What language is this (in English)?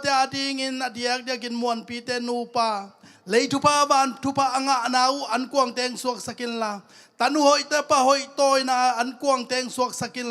Tedim Chin